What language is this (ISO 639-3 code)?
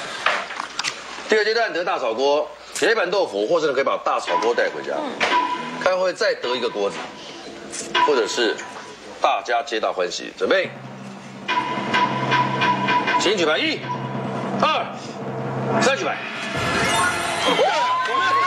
zho